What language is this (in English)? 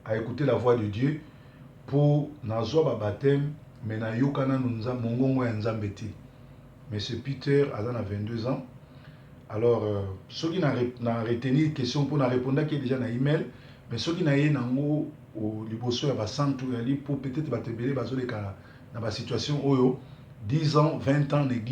Lingala